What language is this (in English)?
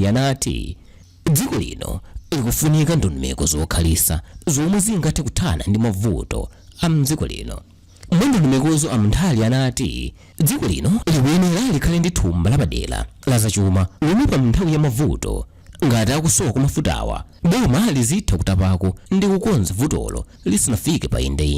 Nyanja